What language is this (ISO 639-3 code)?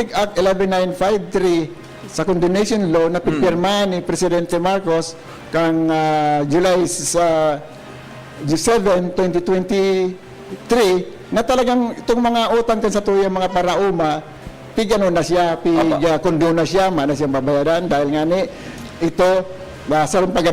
bik